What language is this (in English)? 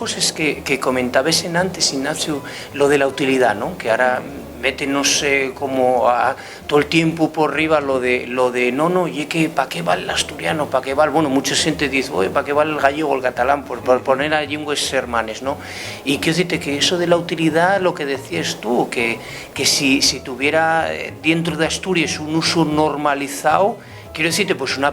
Asturian